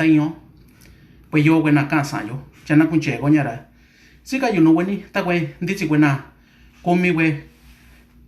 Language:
Mixtepec Mixtec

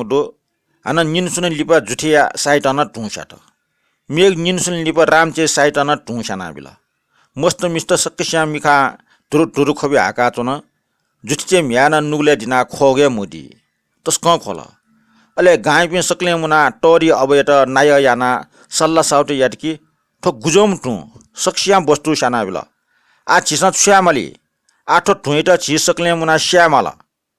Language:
Newari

